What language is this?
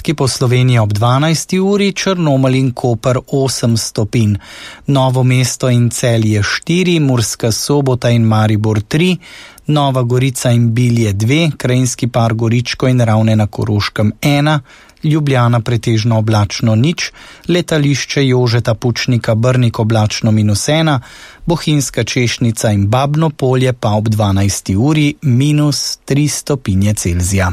Slovenian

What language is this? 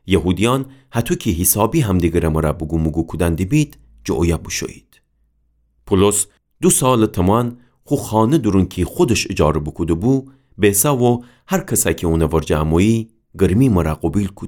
Gilaki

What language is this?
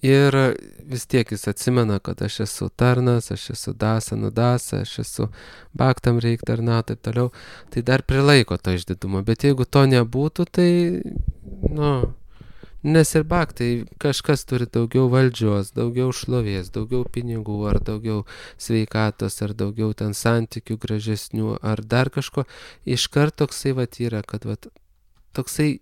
Lithuanian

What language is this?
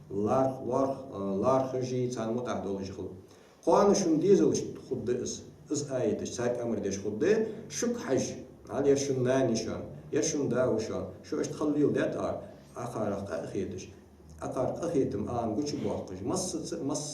Ingush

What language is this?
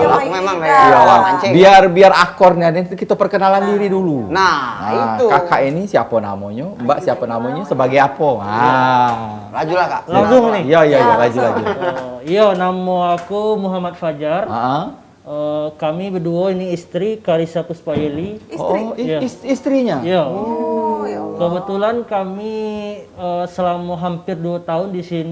Musi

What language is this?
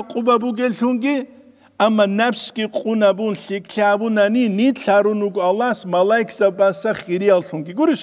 Avaric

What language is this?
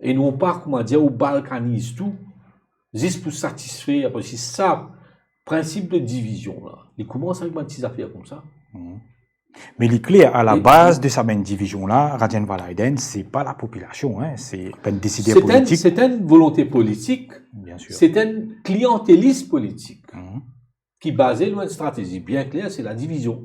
Morisyen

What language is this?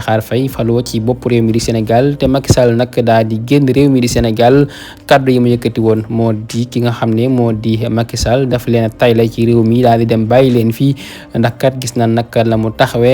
Wolof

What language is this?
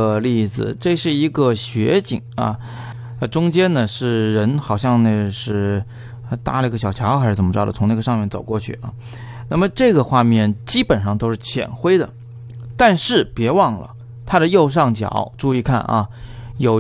Chinese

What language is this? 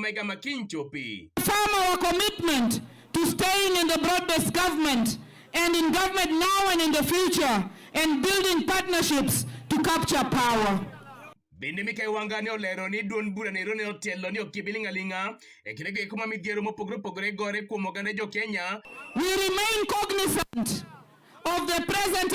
Luo (Kenya and Tanzania)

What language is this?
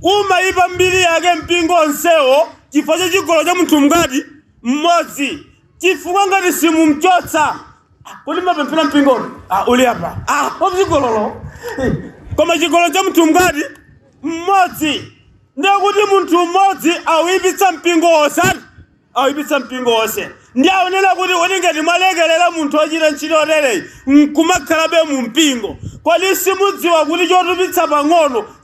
Nyanja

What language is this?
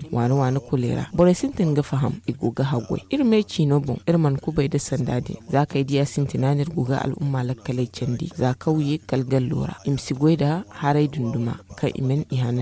Zarma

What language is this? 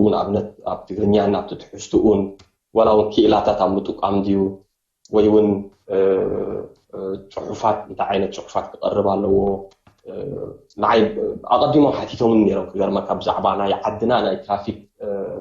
Tigrinya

